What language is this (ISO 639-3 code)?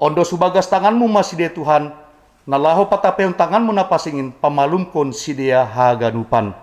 bts